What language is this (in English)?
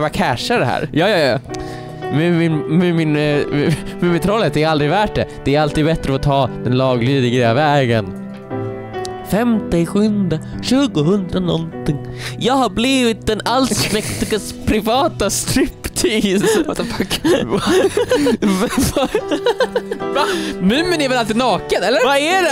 Swedish